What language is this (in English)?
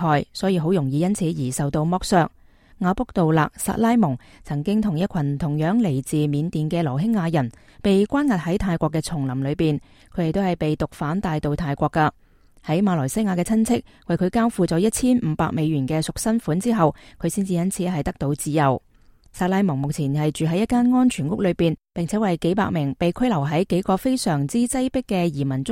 Cantonese